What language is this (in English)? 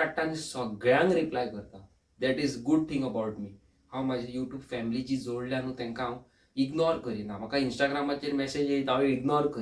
Konkani